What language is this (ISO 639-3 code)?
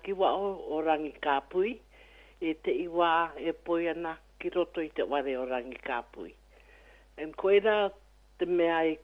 mri